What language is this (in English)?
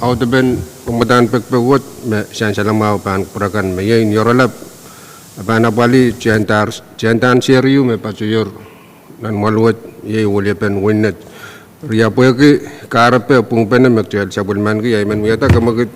Pohnpeian